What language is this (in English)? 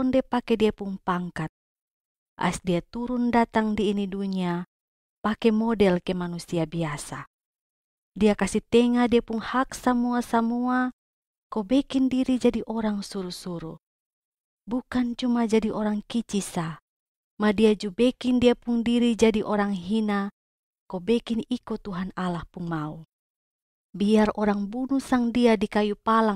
Kupang Malay